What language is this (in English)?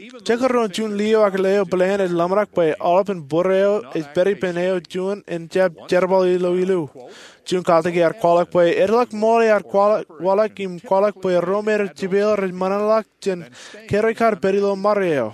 Marshallese